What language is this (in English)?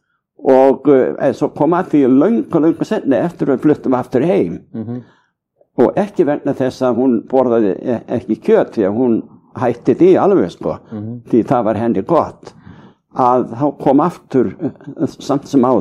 Icelandic